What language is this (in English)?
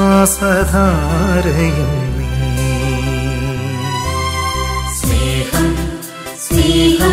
Malayalam